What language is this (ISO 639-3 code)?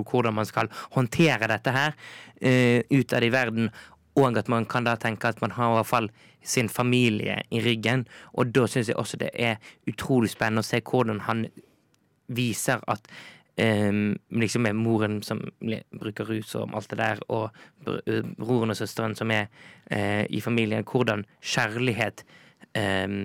nor